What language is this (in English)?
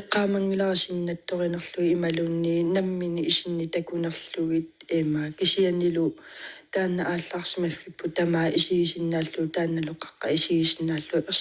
Kalaallisut